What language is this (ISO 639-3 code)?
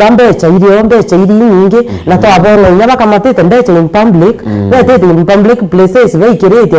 mer